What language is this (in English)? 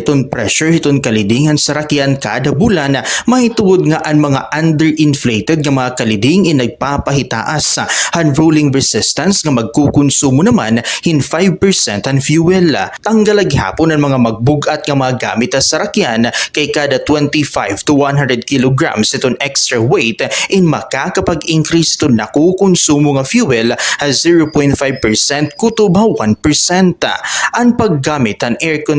Waray